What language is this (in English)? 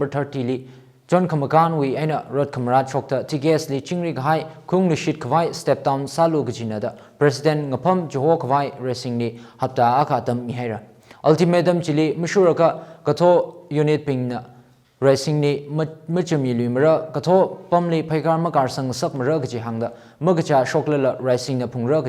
Tangkhul Naga (India)